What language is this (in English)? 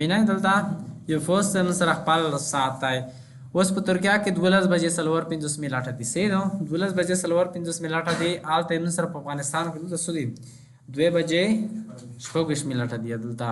Pashto